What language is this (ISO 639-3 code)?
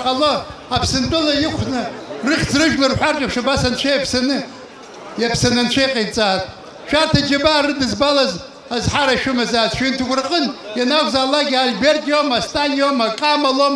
abk